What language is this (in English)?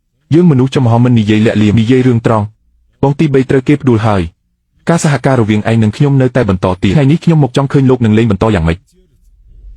Khmer